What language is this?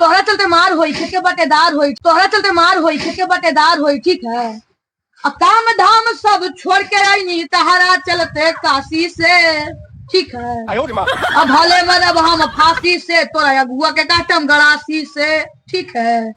Magahi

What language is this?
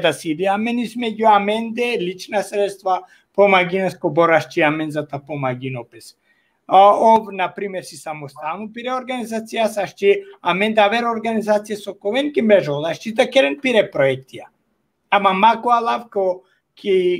Balkan Romani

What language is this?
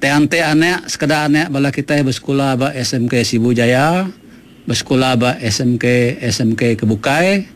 Iban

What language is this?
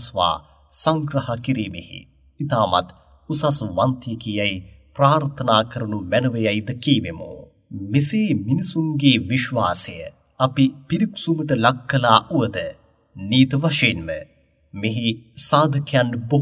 Sinhala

